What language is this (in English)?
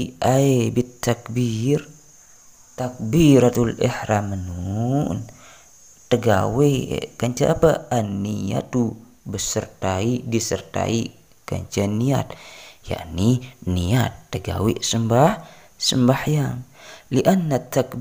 Sasak